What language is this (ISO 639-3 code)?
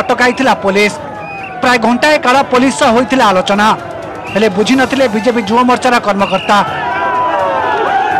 ori